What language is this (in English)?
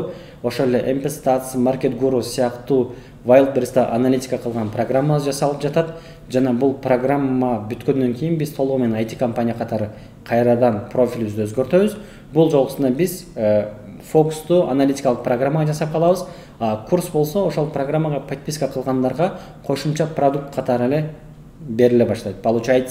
Kyrgyz